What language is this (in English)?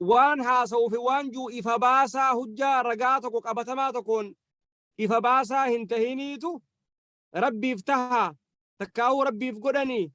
Oromo